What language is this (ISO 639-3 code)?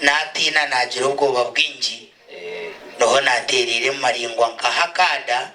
nyn